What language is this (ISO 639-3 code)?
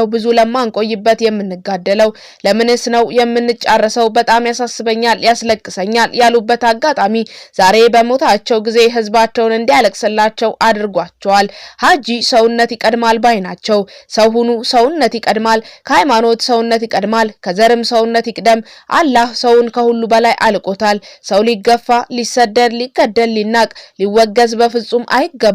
amh